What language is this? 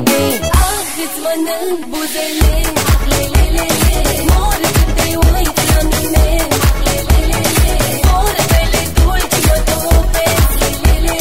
Romanian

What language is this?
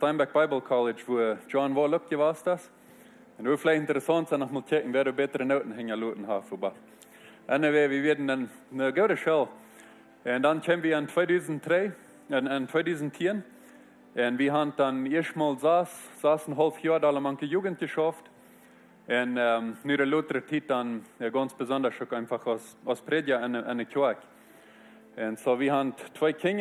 Plautdietsch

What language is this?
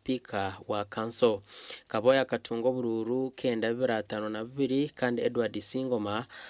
Nyankole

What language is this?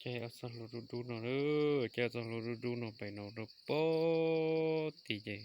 Hmong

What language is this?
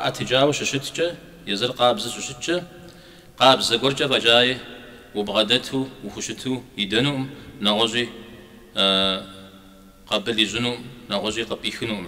Kabardian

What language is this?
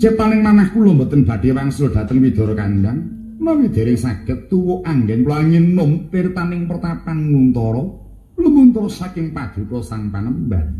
Javanese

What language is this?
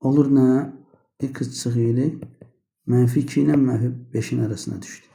Azerbaijani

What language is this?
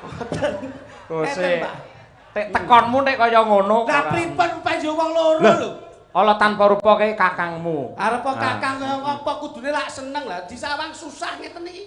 Javanese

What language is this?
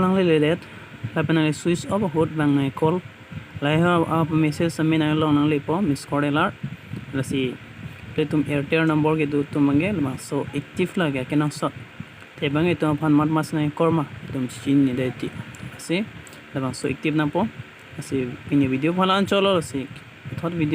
Karbi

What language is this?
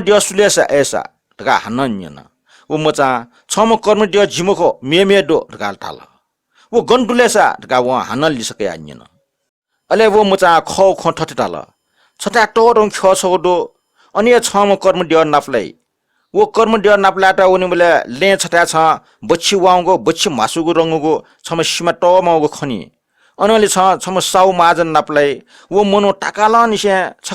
Newari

